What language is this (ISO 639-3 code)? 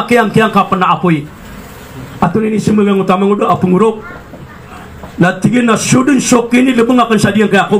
mrw